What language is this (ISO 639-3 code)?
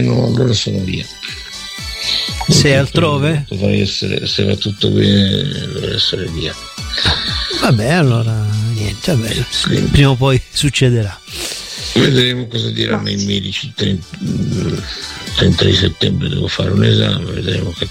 ita